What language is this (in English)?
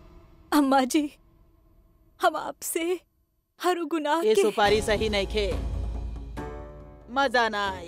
Bhojpuri